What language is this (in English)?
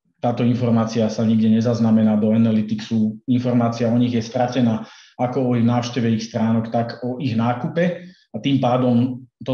Slovak